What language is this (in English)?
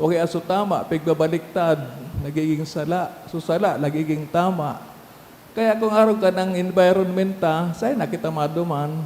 Bikol